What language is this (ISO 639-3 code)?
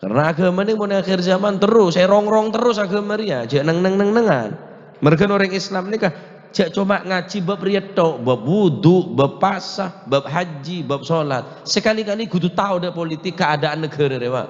mad